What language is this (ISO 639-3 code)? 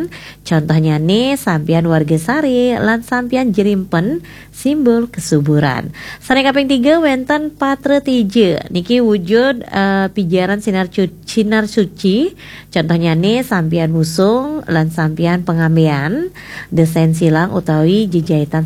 ban